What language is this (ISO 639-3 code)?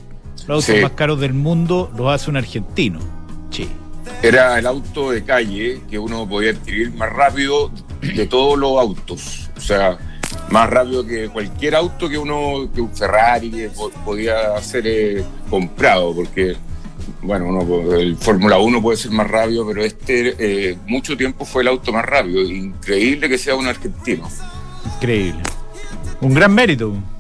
spa